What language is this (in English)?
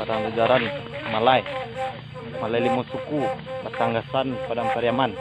Minangkabau